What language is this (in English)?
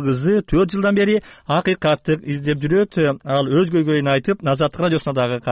Kyrgyz